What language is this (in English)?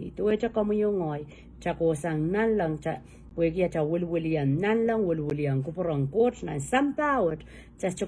Pohnpeian